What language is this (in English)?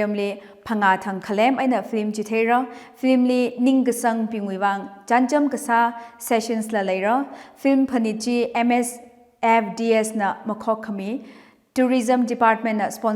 Tangkhul Naga (India)